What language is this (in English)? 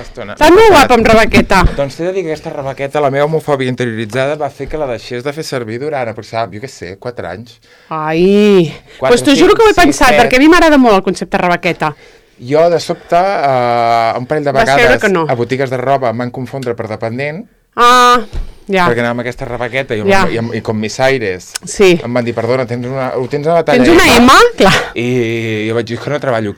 Catalan